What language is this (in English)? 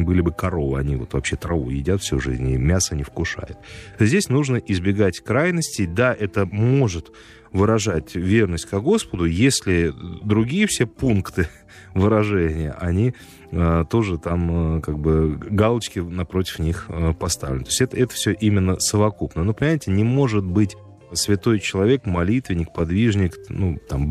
Russian